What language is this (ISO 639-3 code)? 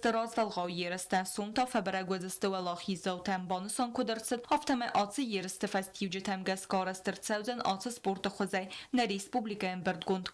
oss